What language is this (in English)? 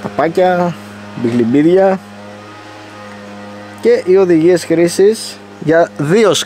Greek